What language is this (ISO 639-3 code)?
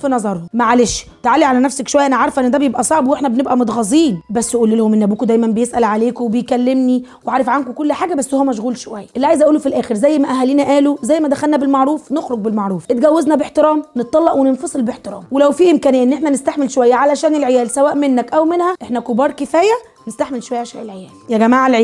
arz